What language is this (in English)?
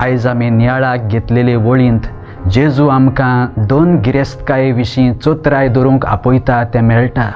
Konkani